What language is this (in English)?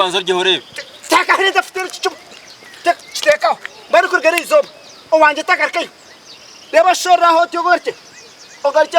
Nyankole